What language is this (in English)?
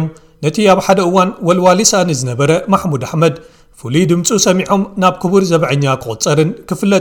Tigrinya